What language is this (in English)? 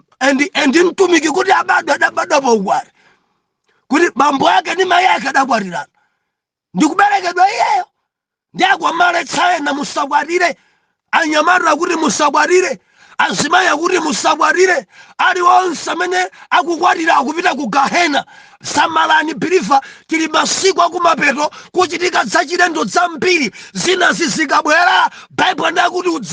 Nyanja